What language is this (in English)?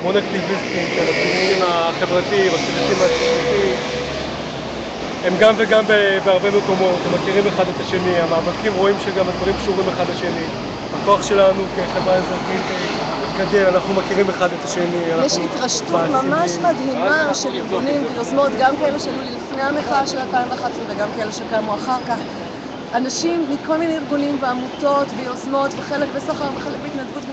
Hebrew